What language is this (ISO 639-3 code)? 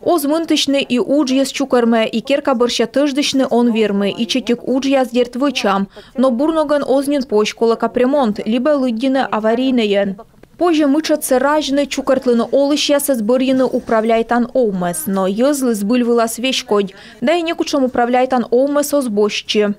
kom